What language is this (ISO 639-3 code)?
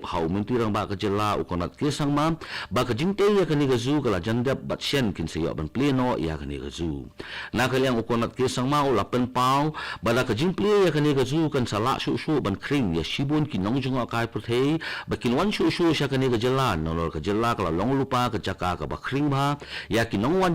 kha